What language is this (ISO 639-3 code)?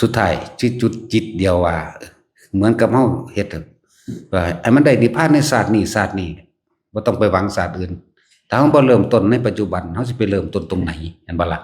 tts